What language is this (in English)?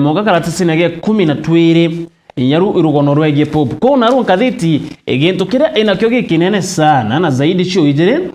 Meru